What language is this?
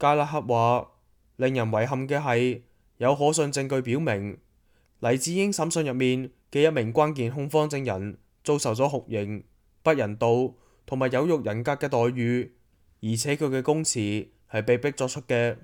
Cantonese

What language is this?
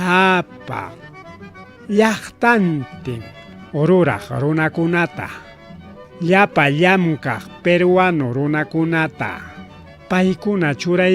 Ayacucho Quechua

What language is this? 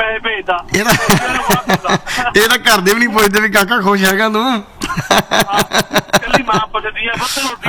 Punjabi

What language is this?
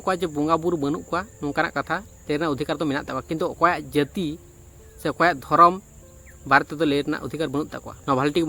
Santali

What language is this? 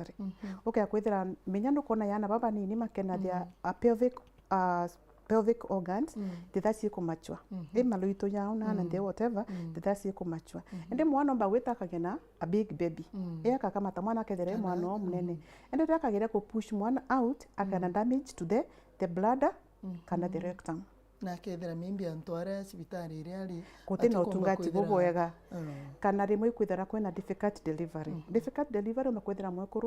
Meru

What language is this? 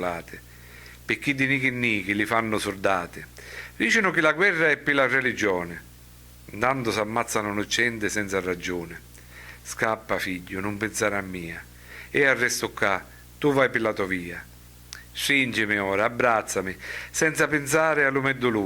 Sicilian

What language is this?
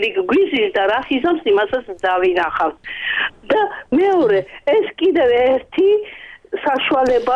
Georgian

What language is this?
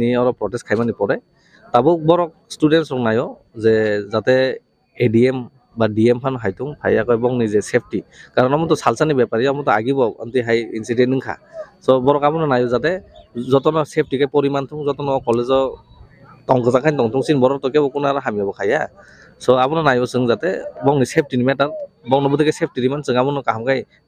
Kok Borok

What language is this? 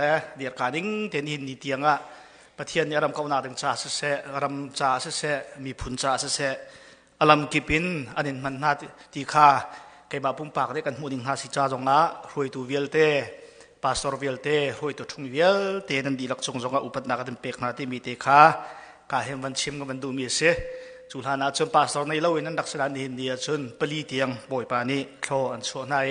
Hakha Chin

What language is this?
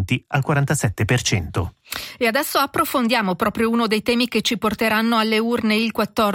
Italian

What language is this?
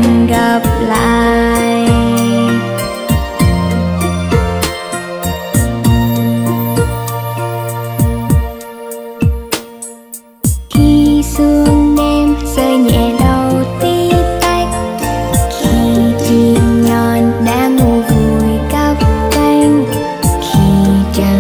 Vietnamese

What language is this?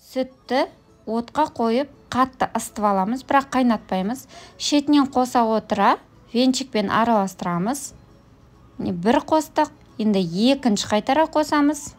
Kazakh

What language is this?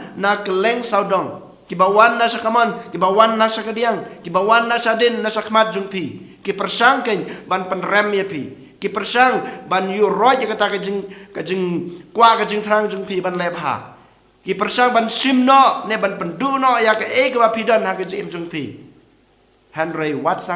Khasi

